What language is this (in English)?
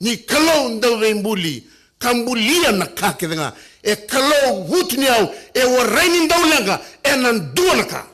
Fijian